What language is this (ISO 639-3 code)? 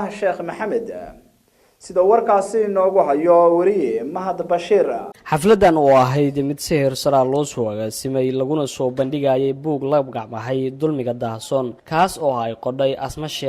som